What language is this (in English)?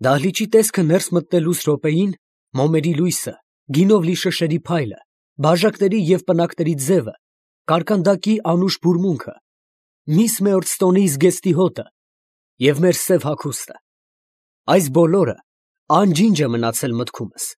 Armenian